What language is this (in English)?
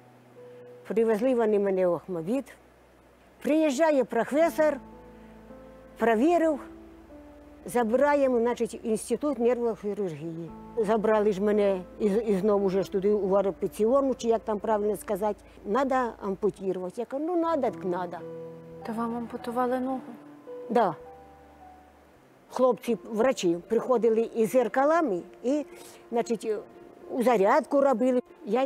Ukrainian